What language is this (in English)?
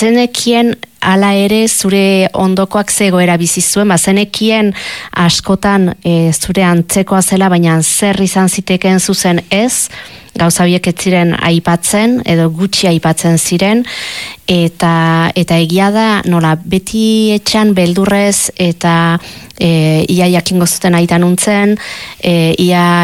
Basque